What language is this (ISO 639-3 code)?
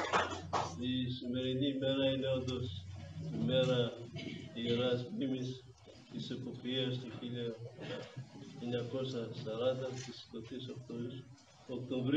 ell